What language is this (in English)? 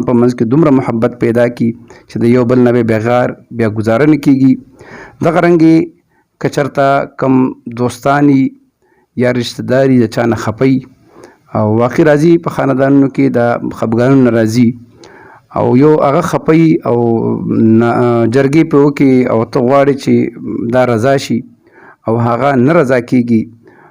Pashto